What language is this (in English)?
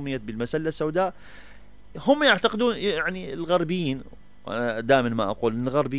Mesopotamian Arabic